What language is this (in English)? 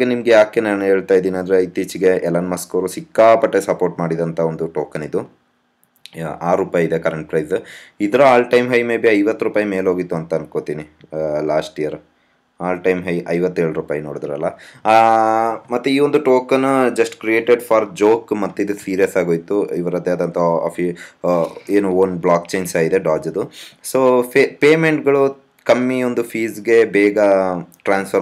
Kannada